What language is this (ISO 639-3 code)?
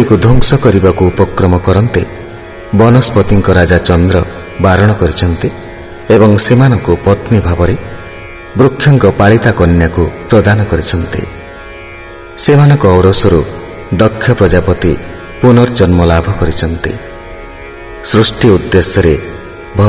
ori